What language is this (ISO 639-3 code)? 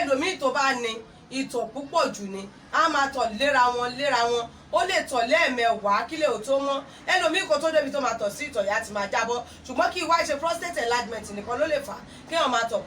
yor